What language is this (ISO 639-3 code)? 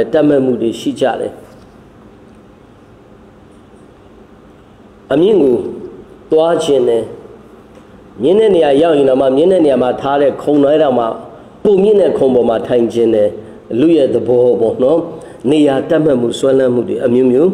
mya